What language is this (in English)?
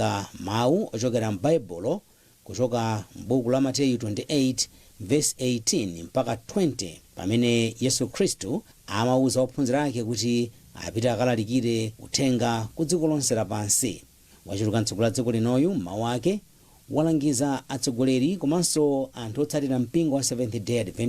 Nyanja